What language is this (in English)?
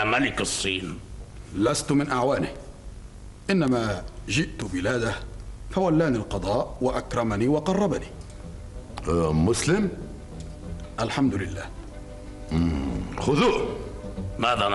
Arabic